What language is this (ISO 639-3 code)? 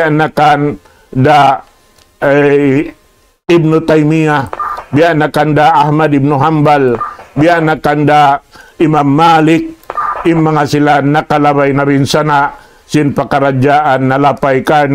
tsg